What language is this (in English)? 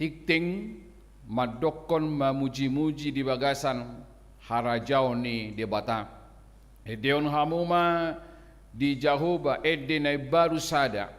Batak Toba